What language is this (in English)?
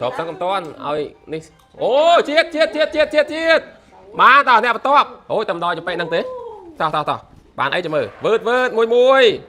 Khmer